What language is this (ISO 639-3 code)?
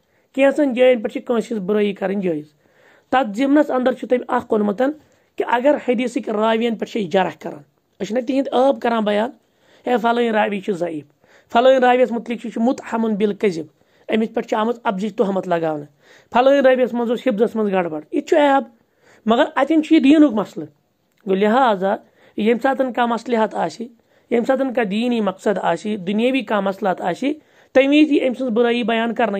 kas